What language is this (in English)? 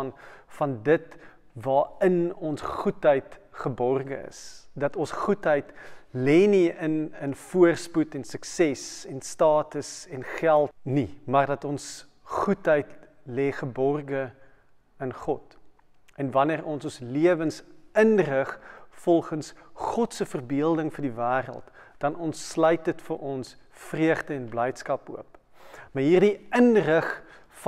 Afrikaans